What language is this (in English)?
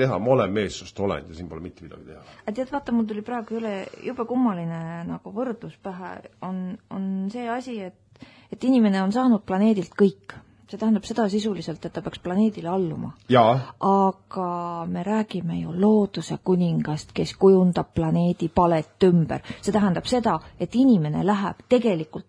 Estonian